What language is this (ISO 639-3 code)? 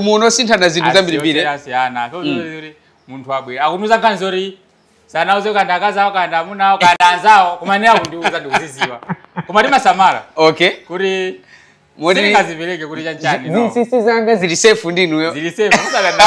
nya